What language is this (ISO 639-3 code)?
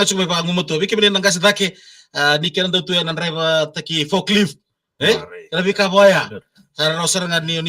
fij